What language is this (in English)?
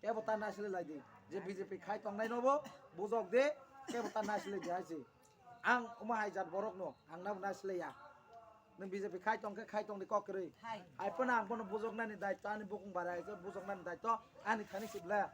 Kok Borok